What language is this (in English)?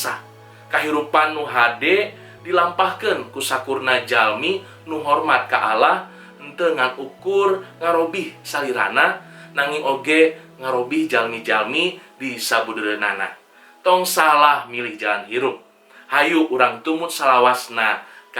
Sundanese